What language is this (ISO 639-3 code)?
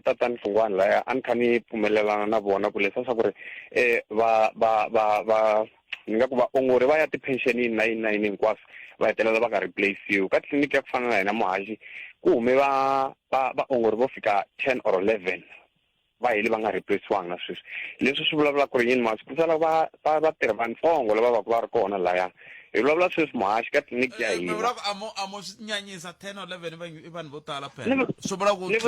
tso